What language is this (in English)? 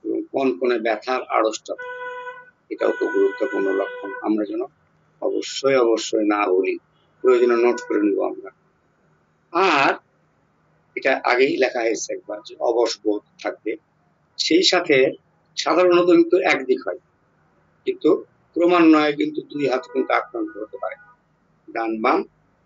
Bangla